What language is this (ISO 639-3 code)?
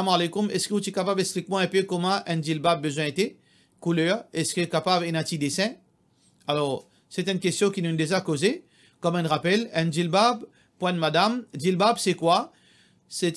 mfe